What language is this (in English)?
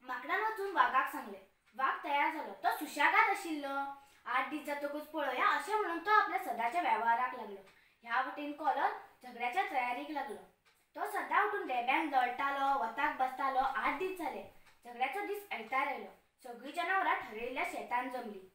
Konkani